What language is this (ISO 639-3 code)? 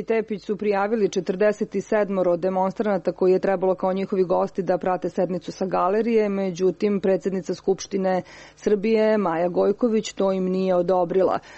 srp